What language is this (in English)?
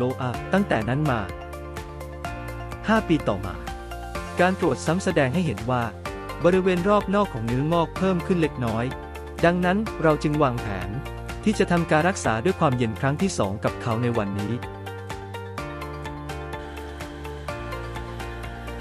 Thai